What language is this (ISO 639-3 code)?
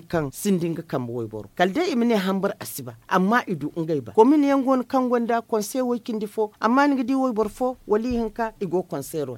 dje